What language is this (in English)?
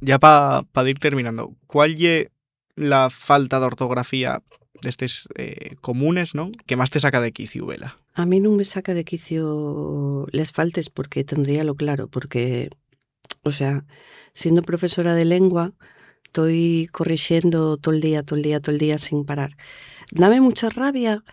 Asturian